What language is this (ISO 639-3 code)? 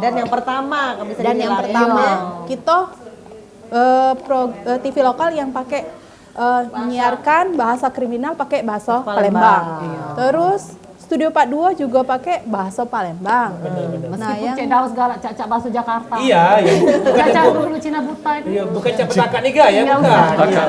mui